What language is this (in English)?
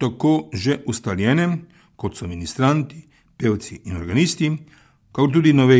Slovenian